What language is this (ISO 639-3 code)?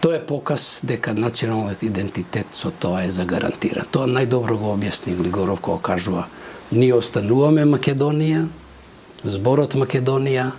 mkd